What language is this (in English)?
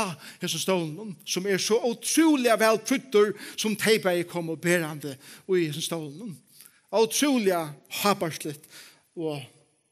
Faroese